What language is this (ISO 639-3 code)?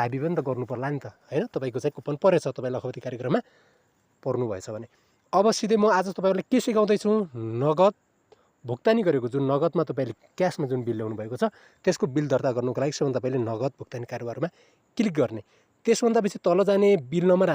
nep